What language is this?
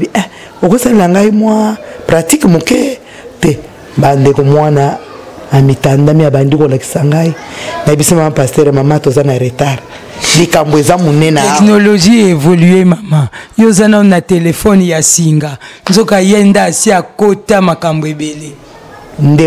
Lingala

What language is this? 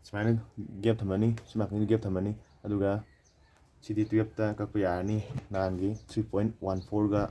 Manipuri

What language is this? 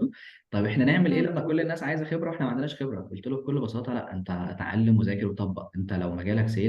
Egyptian Arabic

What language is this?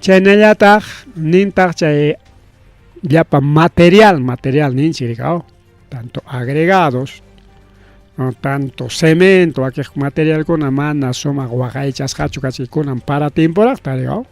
Ayacucho Quechua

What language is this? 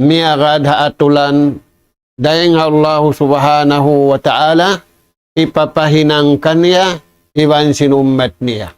Tausug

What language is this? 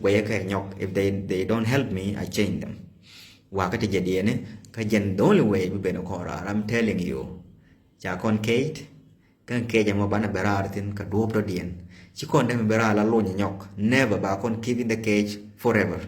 Nuer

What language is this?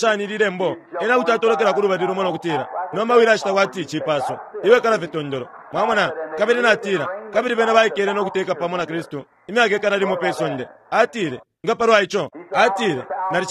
Bemba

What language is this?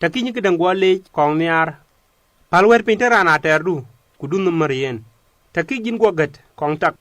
Dinka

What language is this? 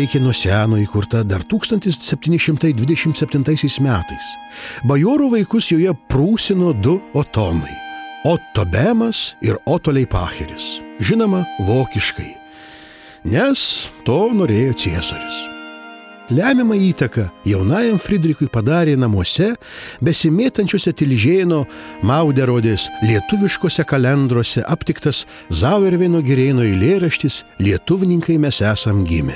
Lithuanian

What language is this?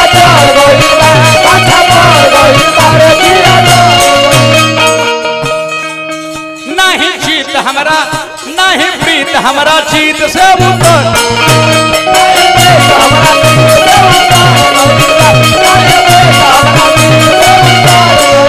Bhojpuri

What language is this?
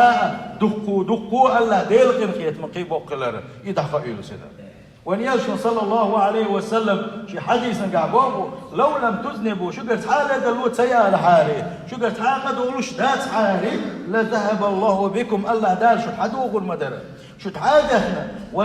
Chechen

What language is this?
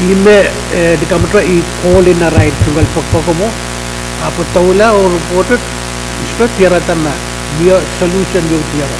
Pohnpeian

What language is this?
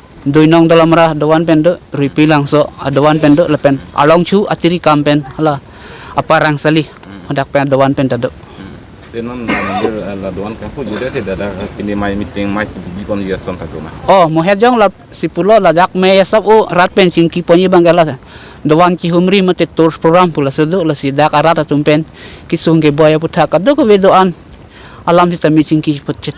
Karbi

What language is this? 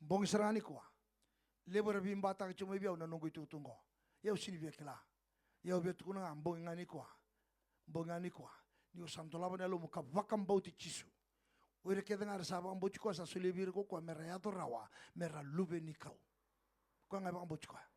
Fijian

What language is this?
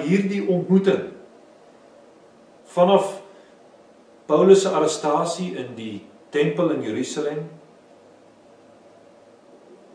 Afrikaans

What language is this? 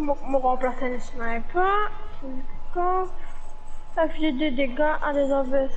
Morisyen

